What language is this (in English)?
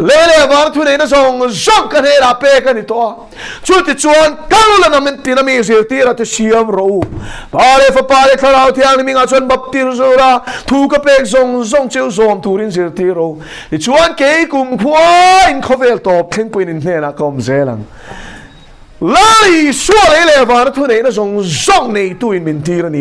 Mizo